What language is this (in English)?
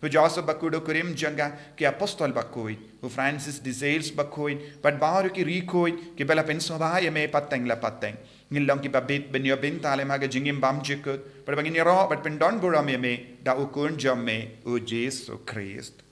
Khasi